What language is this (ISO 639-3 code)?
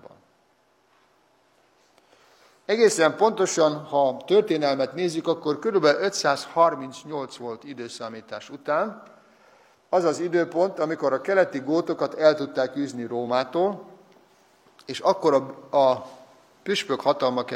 hun